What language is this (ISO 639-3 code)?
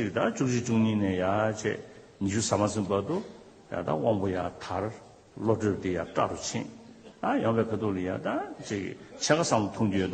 bod